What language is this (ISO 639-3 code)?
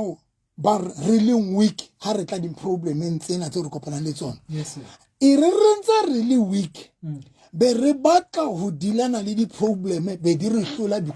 sot